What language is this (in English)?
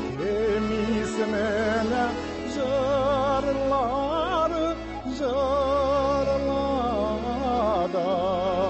Tatar